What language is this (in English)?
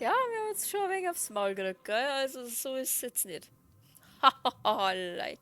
Bavarian